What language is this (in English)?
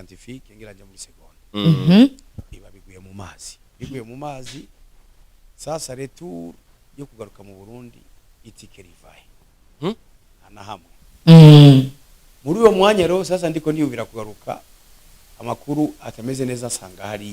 Rundi